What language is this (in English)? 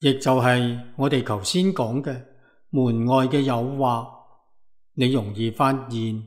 Cantonese